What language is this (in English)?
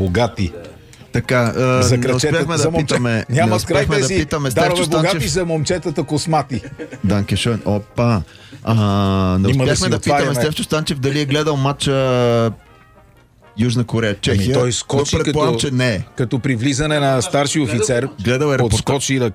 Bulgarian